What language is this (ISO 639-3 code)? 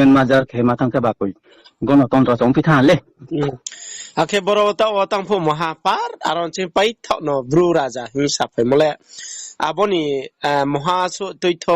ria